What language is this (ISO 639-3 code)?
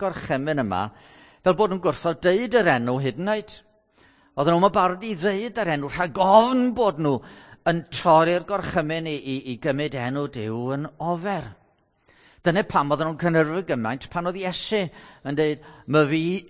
cym